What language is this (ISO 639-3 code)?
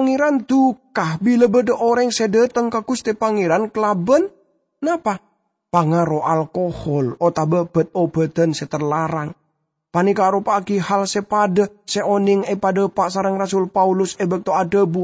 mad